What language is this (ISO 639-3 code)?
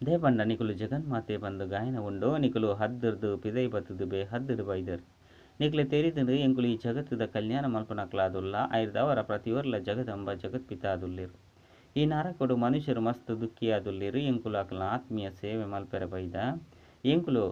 tcy